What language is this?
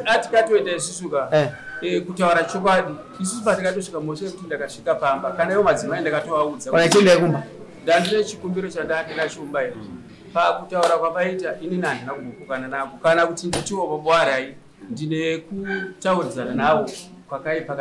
Shona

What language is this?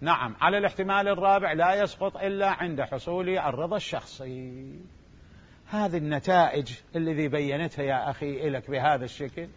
Mesopotamian Arabic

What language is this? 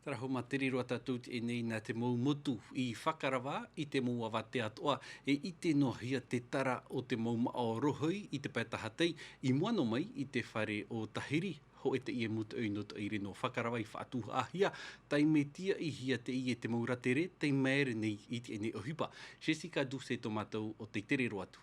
Tahitian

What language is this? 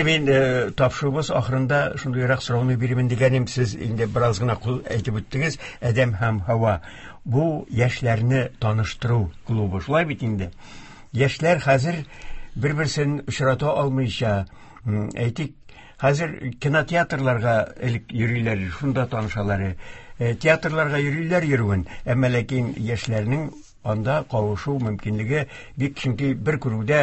Tatar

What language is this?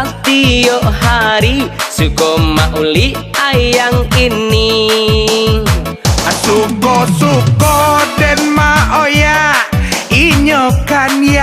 Minangkabau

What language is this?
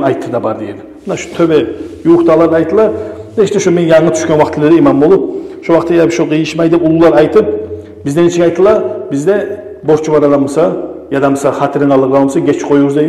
Kumyk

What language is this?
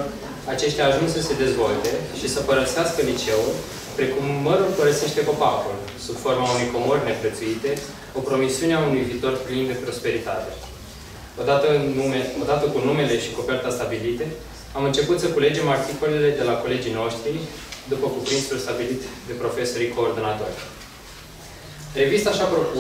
Romanian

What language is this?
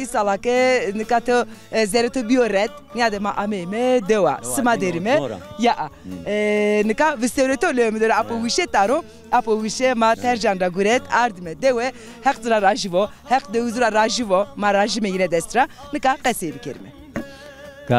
Zaza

